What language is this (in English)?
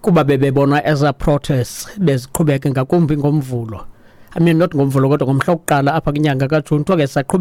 Xhosa